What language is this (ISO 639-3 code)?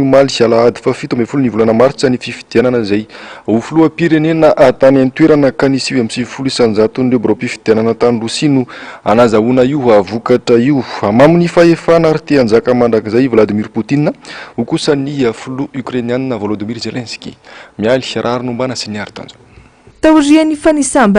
mlg